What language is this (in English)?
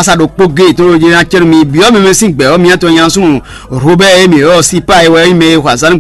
Fon